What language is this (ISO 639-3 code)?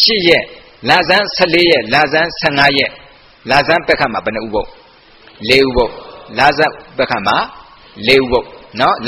mya